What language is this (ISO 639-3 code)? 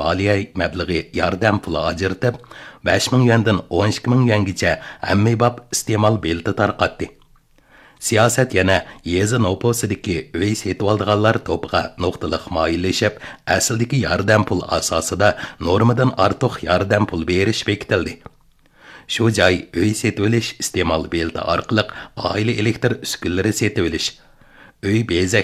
uig